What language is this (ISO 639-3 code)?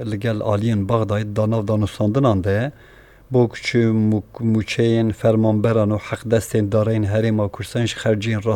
kur